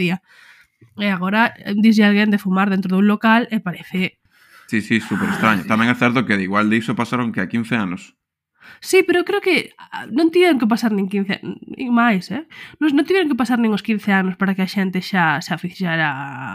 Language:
Galician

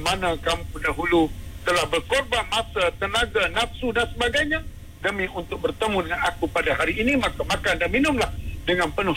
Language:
Malay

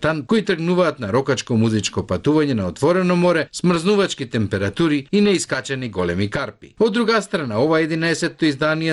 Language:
Macedonian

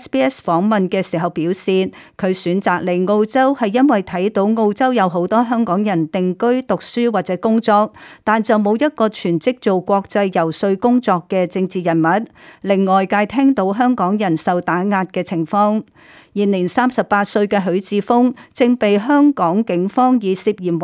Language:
Cantonese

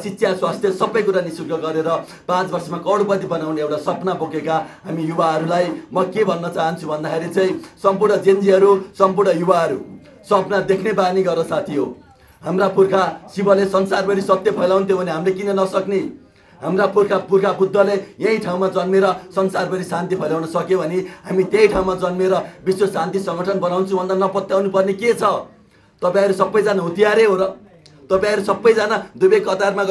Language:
Nepali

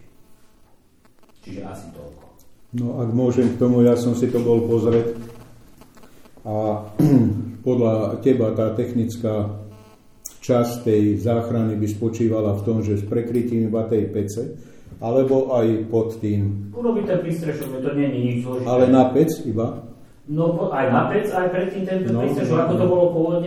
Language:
Slovak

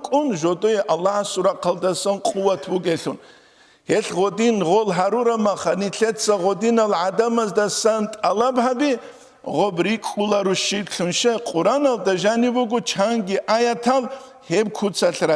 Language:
Avaric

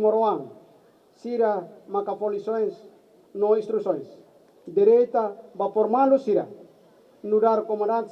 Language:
Tetum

